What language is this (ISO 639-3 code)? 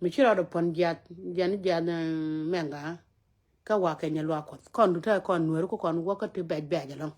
nus